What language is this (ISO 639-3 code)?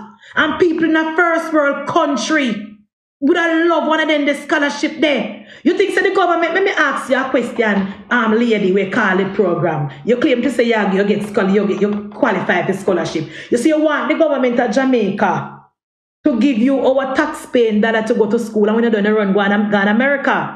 jam